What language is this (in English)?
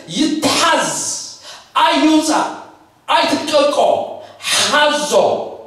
Tigrinya